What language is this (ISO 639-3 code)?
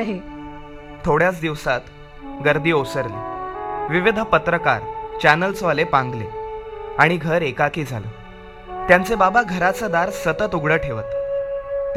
mar